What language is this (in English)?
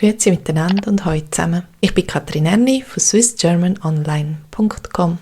Swiss German